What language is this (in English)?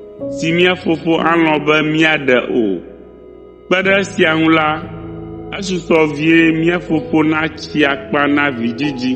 Ewe